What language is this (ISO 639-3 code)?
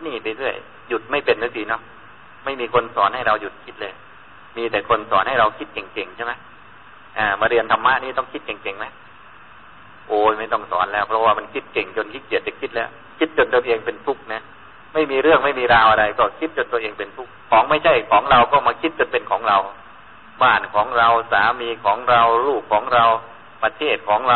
tha